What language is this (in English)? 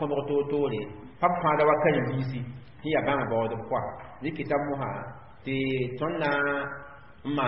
Mossi